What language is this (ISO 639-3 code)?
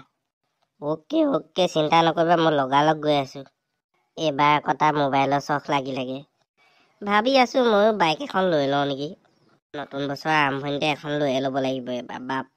asm